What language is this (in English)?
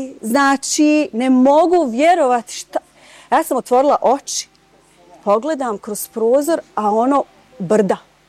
Bosnian